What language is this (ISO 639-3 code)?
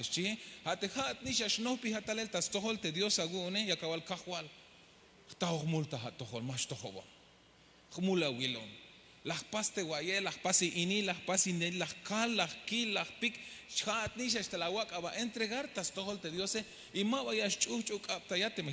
tzh